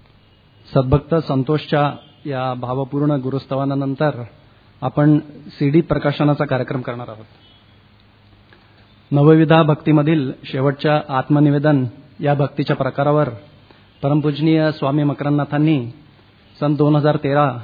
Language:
Marathi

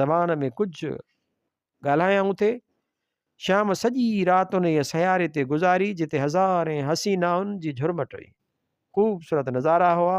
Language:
Sindhi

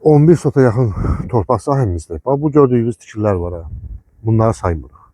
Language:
Azerbaijani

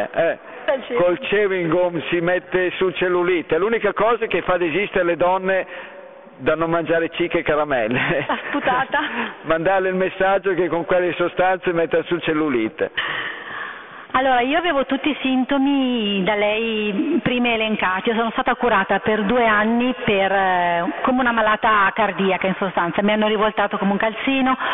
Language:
Italian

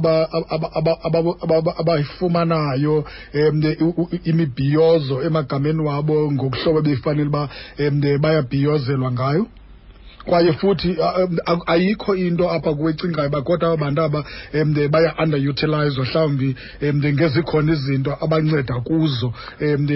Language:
Xhosa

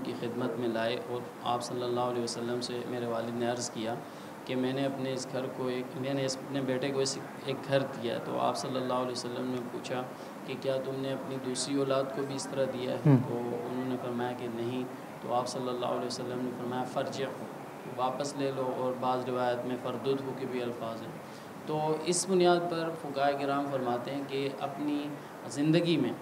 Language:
Urdu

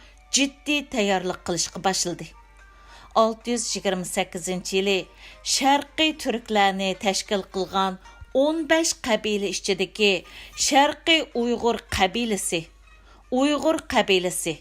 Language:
Uyghur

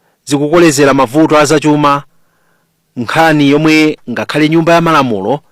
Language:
Nyanja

